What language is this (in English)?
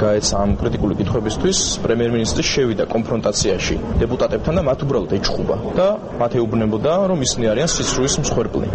Georgian